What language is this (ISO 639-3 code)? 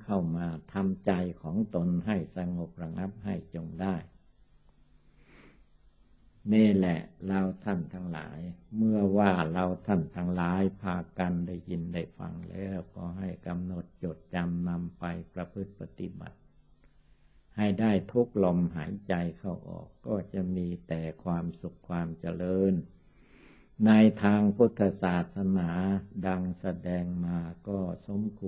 tha